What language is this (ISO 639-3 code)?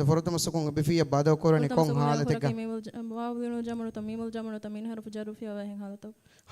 div